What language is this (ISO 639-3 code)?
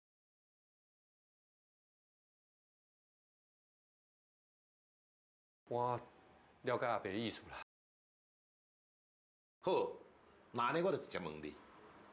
zho